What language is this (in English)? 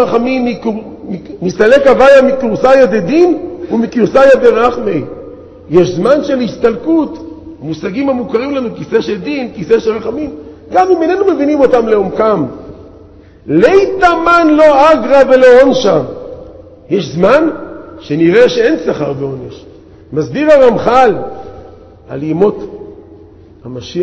Hebrew